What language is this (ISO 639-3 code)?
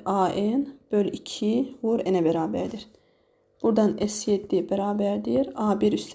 aze